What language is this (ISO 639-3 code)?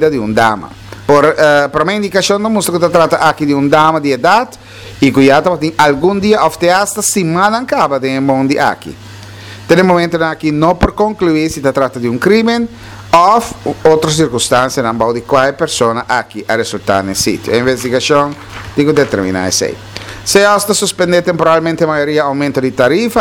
pap